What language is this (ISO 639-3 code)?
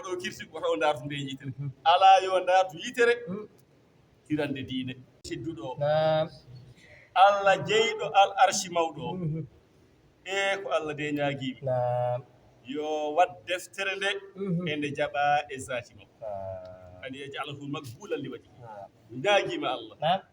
ful